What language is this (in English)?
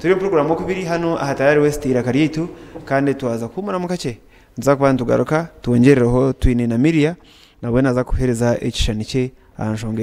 Nyankole